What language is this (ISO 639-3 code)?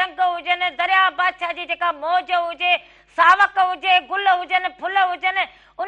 snd